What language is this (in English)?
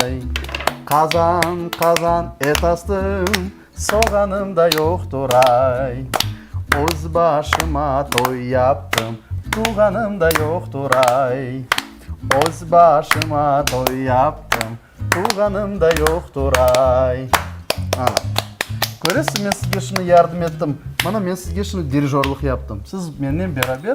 Crimean Tatar